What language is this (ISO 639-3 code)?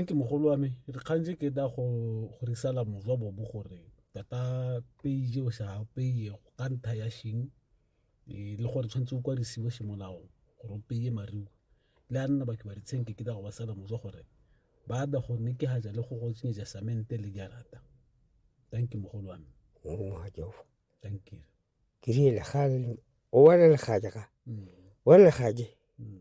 tsn